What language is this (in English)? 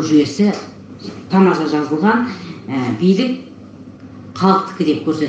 Kazakh